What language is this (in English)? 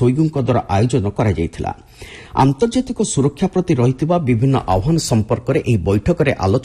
Odia